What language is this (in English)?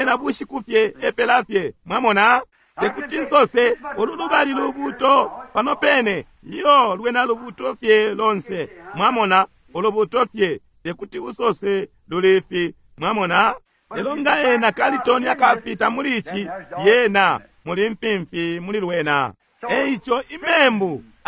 Bemba